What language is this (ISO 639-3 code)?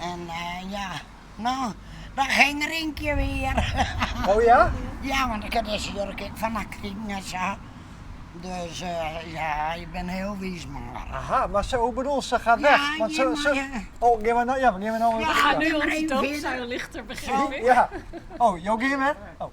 fry